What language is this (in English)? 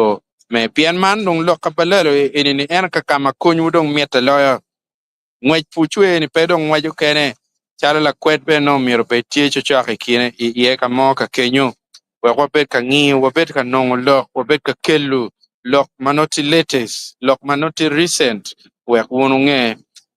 Acoli